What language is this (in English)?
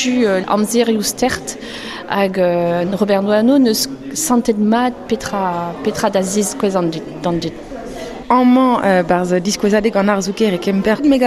Breton